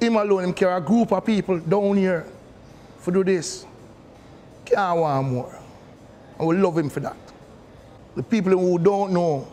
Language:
Jamaican Creole English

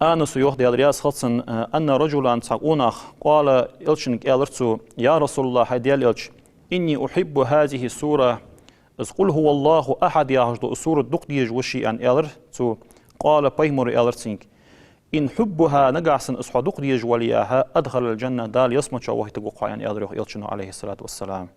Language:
Ingush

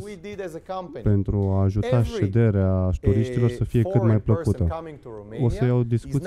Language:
Romanian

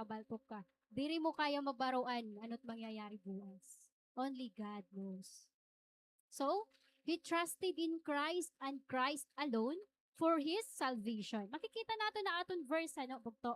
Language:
Waray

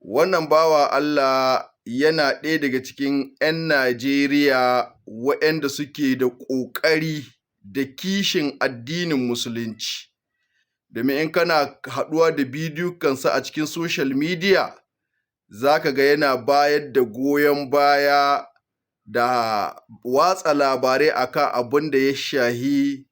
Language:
Hausa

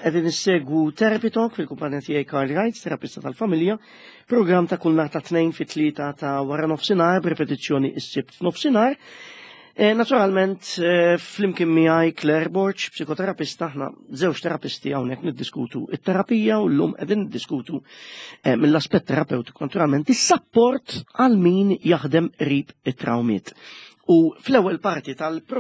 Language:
Maltese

